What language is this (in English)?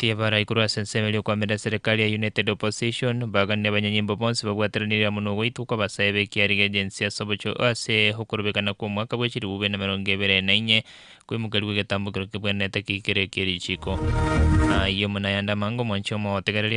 Gusii